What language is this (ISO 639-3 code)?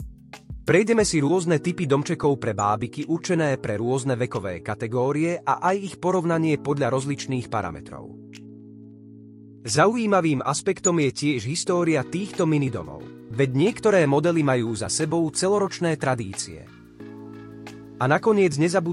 slk